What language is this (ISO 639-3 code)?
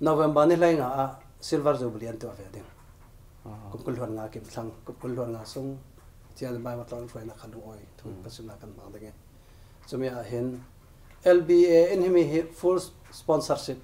cfm